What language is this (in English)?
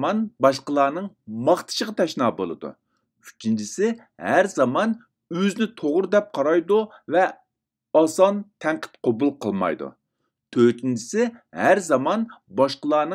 Uyghur